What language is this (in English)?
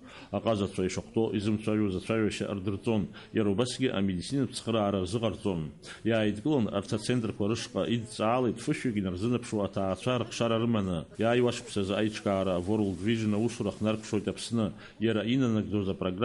Abkhazian